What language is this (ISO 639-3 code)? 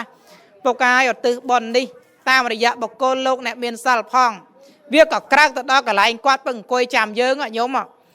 khm